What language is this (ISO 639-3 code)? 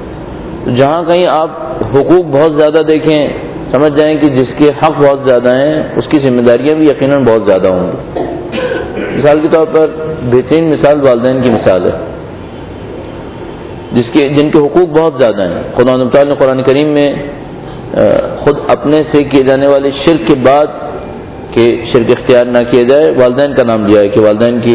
urd